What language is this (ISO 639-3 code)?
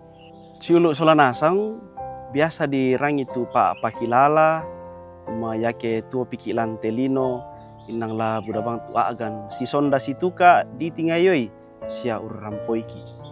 sda